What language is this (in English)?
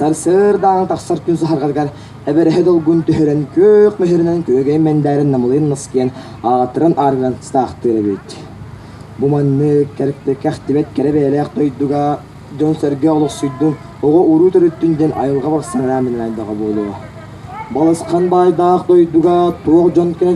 Yakut